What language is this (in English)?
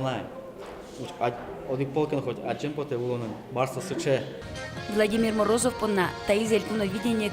Udmurt